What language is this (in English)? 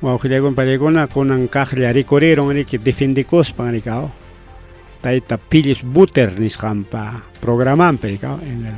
Ayacucho Quechua